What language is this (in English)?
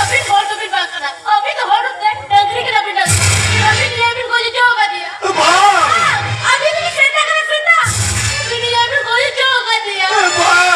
Santali